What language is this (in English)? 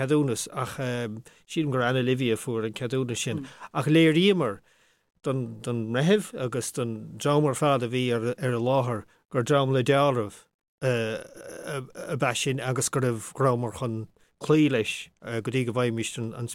Irish